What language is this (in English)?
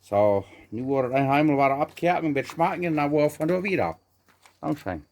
Plautdietsch